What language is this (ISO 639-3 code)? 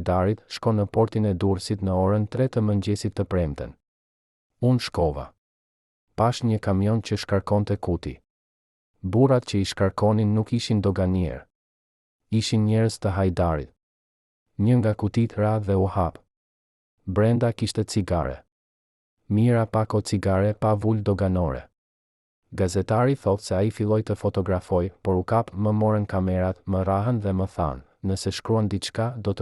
sqi